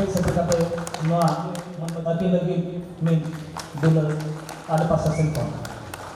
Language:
Santali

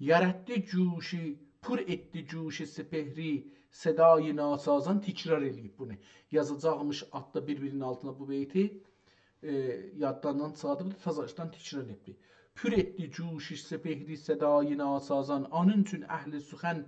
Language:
South Azerbaijani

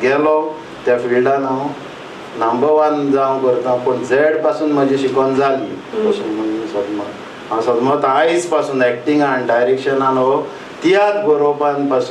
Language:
Konkani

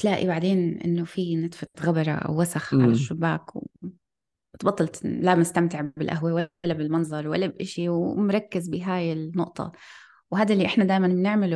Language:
North Levantine Arabic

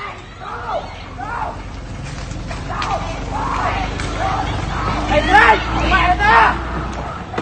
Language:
Vietnamese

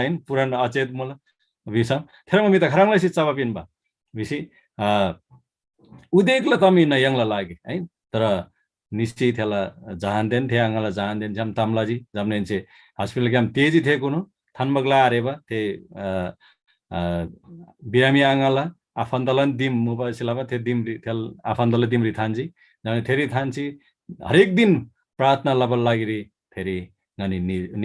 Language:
Eastern Tamang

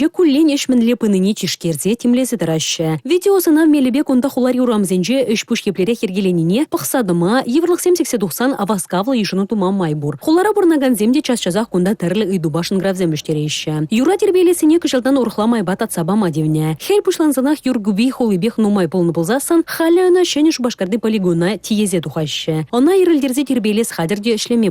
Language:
Chuvash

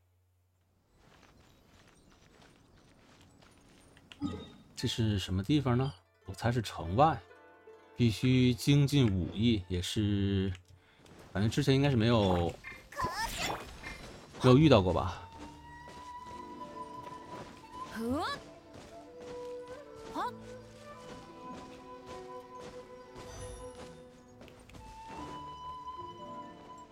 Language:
Chinese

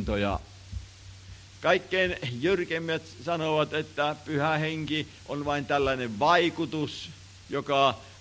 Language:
Finnish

